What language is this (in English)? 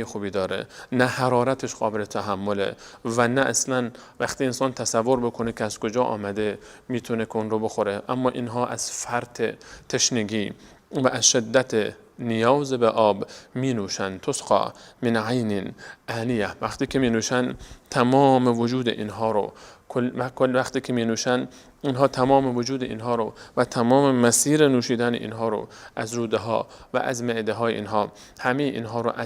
Persian